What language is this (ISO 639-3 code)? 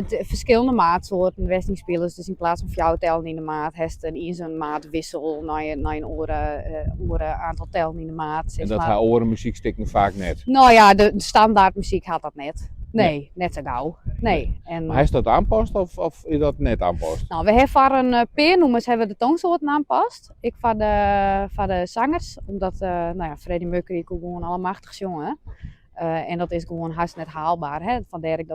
fry